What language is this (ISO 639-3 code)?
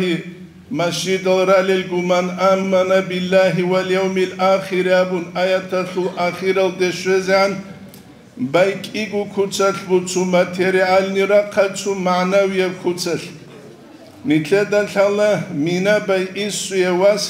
ava